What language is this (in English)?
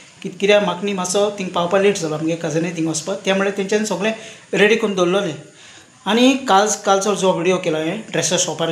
Konkani